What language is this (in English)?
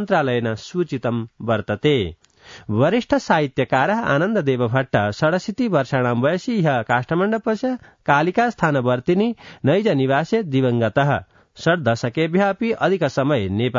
Sanskrit